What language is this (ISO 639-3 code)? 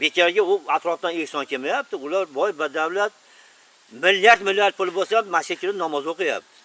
uzb